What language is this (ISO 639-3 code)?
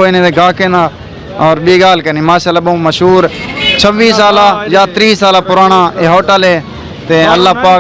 skr